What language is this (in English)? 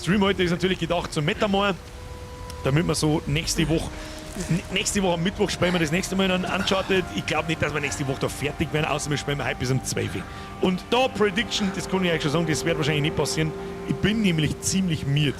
Bavarian